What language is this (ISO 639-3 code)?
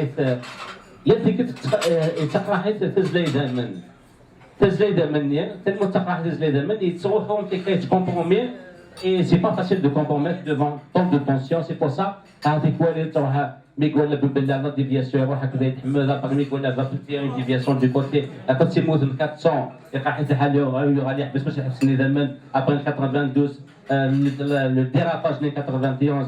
kab